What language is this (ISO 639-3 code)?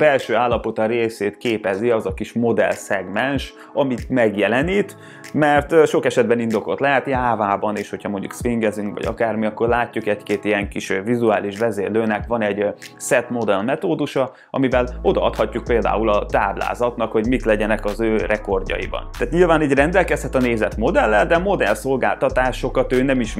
hun